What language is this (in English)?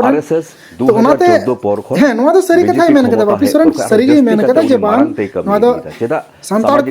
Santali